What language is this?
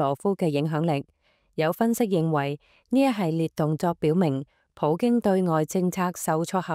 Cantonese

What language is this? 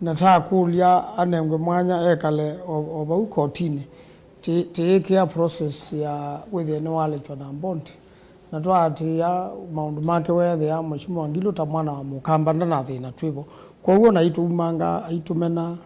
Kamba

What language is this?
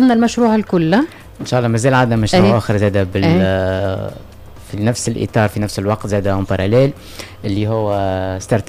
Tunisian Arabic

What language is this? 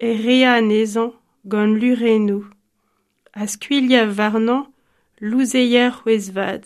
Breton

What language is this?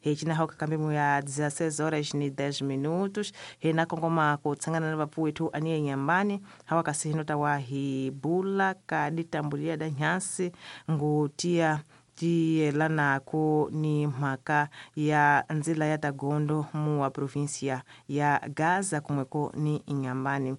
Tsonga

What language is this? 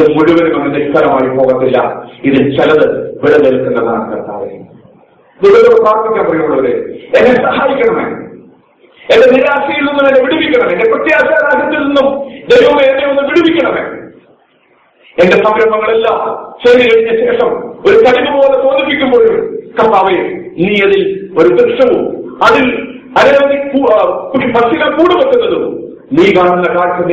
Malayalam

